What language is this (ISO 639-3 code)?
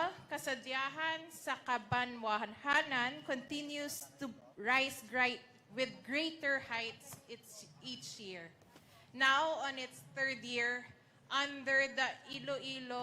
hil